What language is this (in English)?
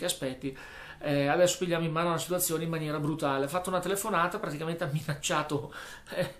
Italian